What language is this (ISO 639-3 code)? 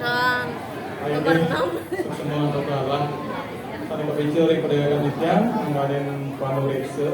ban